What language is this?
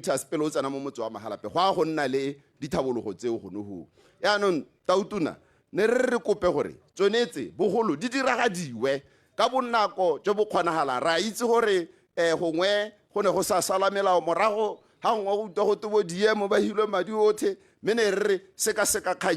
Tswana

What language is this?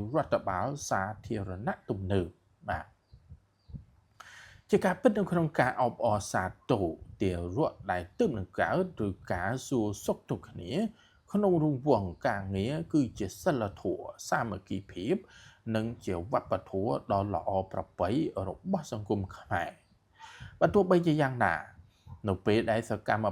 Khmer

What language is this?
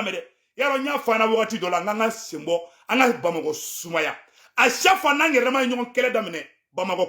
Bambara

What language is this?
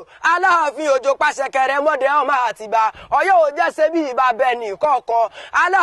Yoruba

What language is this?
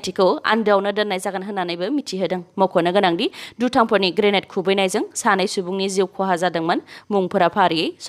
Bodo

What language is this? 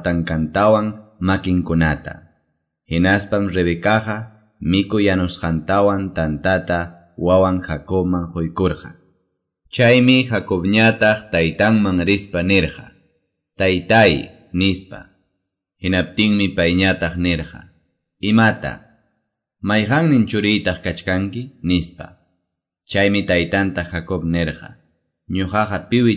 Quechua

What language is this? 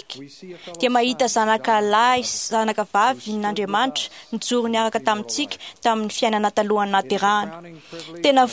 Malagasy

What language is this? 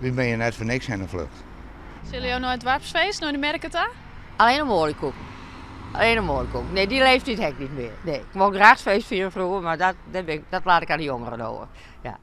Western Frisian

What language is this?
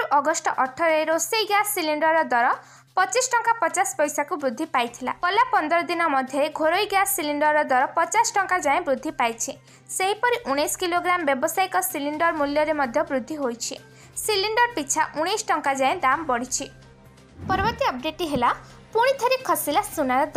Odia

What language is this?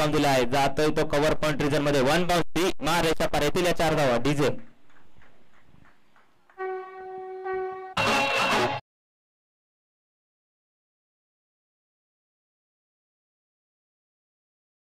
Marathi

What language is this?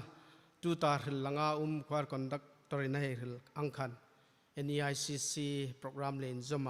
Hmar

